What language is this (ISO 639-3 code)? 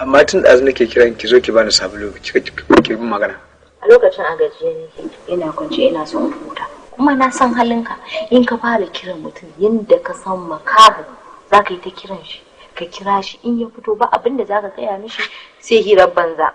hau